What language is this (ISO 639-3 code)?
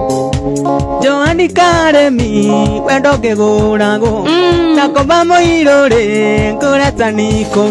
kik